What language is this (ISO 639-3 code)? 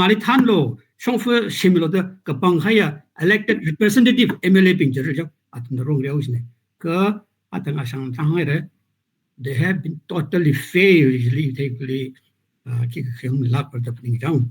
nmf